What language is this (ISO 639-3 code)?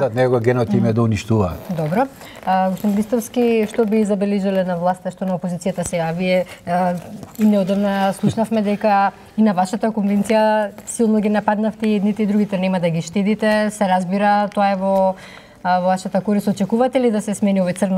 mkd